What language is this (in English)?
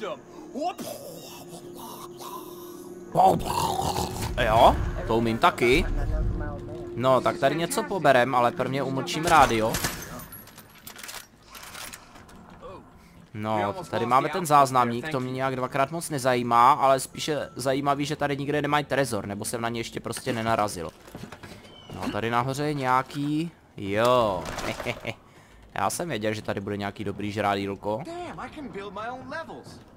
Czech